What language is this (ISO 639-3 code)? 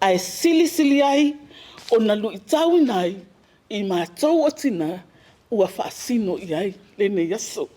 smo